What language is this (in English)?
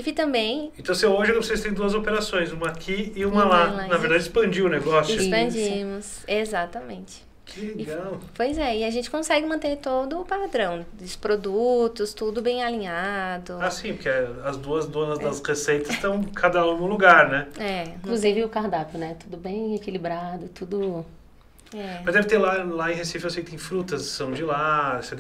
Portuguese